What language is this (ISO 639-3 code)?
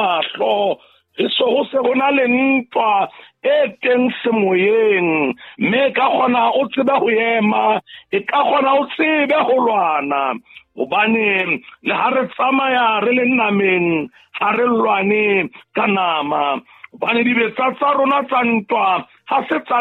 sot